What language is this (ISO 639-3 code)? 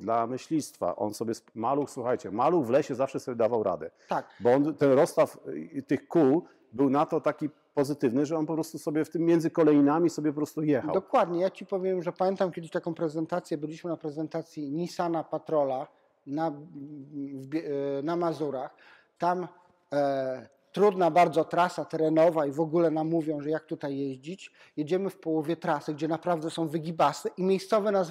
pol